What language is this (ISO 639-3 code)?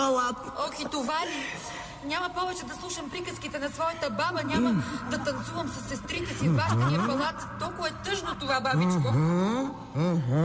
bul